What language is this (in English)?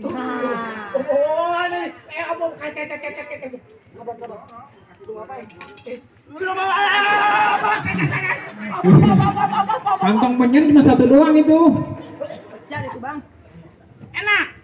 Betawi